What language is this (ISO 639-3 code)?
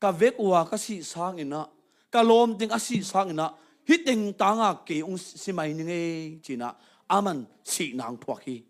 ctd